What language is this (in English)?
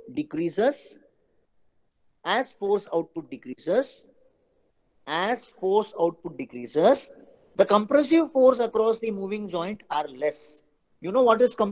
English